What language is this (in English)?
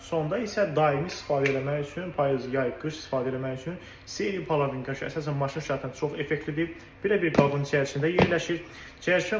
Azerbaijani